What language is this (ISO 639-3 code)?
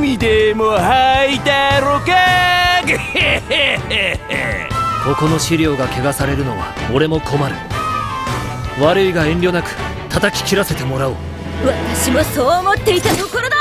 jpn